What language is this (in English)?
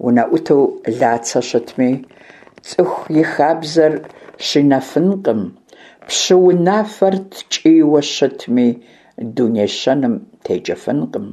Kabardian